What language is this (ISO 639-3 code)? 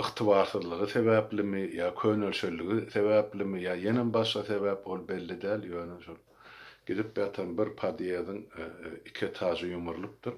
tuk